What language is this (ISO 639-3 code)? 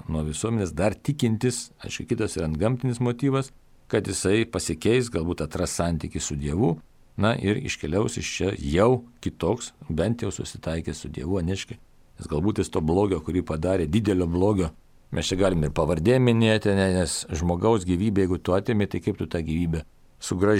lit